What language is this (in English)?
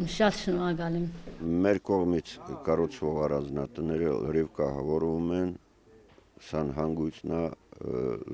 Armenian